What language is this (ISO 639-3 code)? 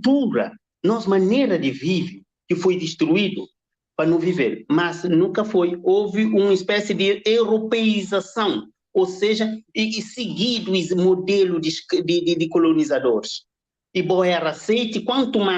kea